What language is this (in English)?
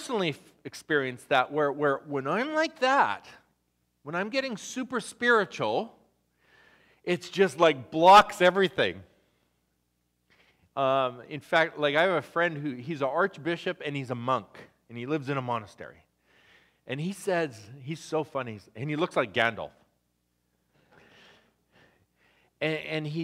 English